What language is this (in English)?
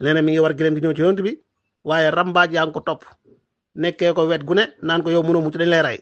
Wolof